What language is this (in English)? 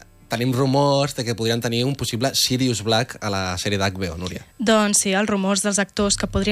Catalan